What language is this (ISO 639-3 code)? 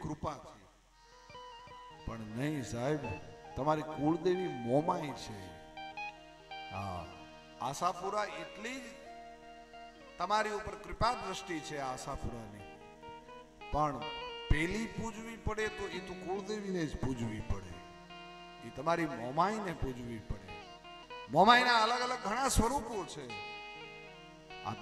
guj